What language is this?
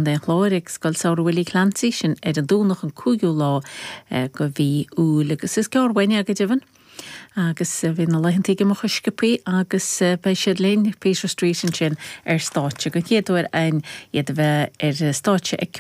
Irish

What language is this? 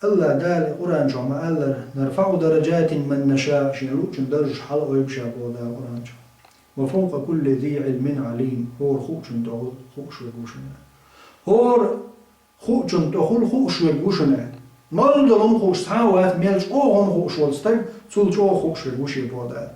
Chechen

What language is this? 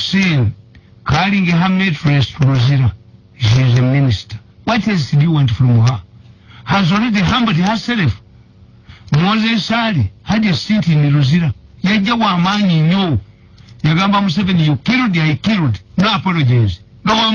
Ganda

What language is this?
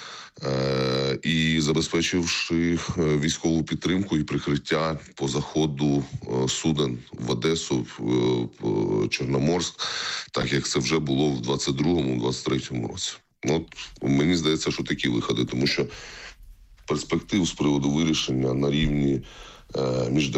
Ukrainian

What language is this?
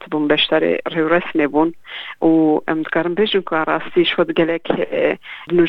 Kurdish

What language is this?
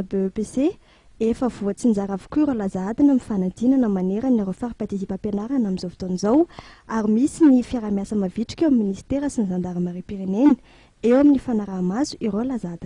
Malagasy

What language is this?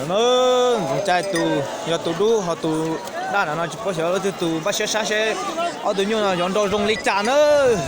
Hmong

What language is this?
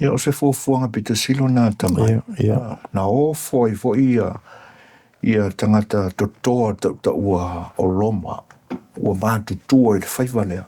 Samoan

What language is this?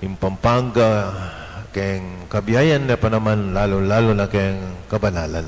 Pampanga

